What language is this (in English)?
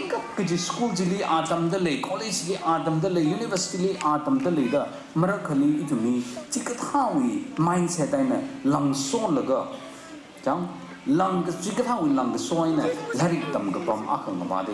Tangkhul Naga (India)